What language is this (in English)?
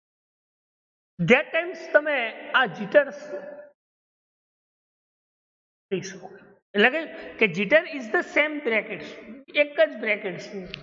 Gujarati